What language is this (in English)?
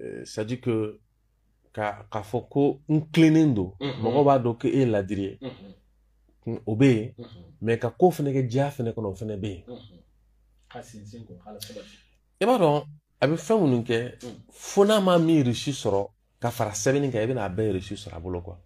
Bambara